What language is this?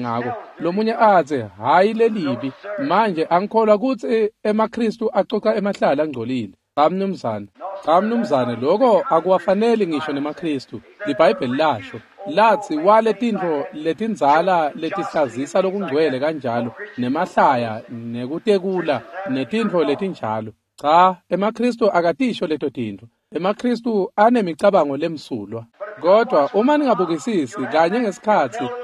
Swati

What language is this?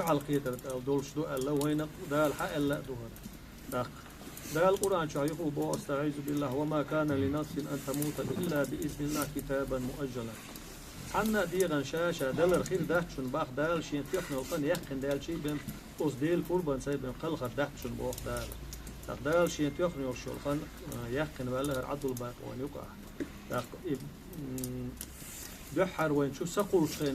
Chechen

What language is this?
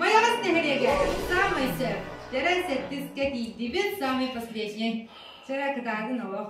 Yakut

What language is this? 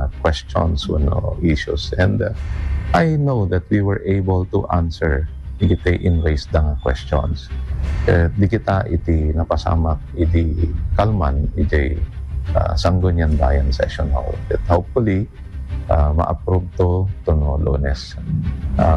Iloko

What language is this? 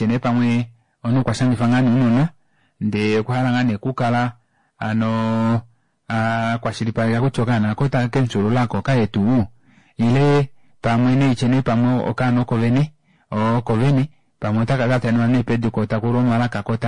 Kuanyama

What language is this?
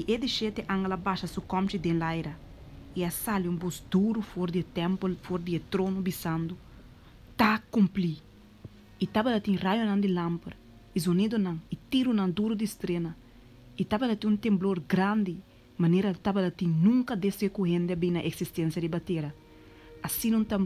Papiamento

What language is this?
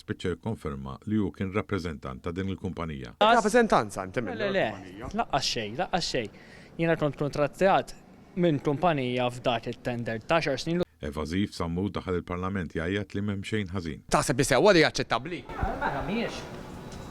Maltese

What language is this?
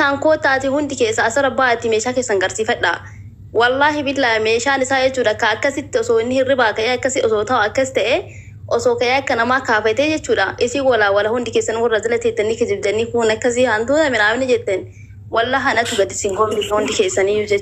Oromo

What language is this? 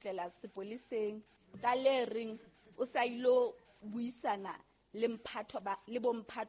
Southern Sotho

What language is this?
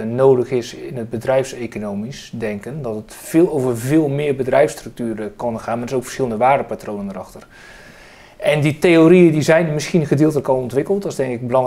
Dutch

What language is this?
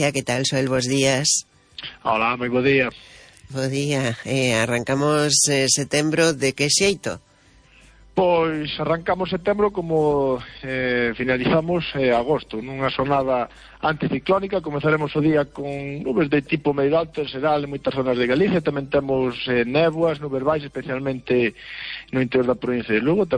Galician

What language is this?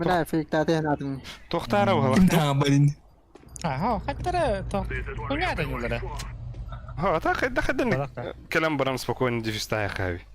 Yakut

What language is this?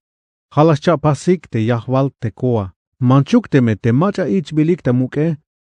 Tzeltal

